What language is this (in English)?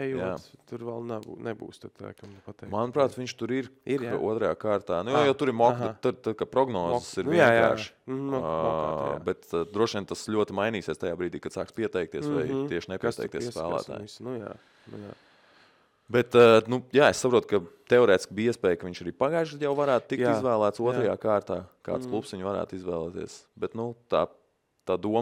Latvian